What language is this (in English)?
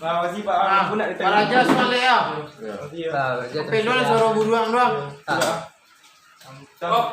Minangkabau